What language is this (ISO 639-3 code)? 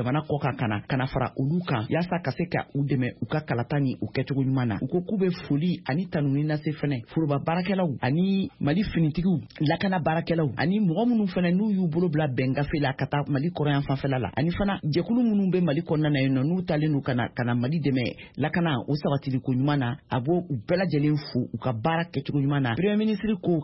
bam